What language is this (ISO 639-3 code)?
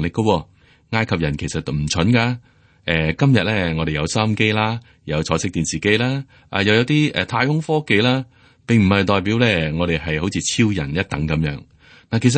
yue